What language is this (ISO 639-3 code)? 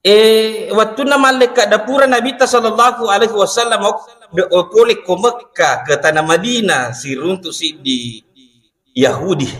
bug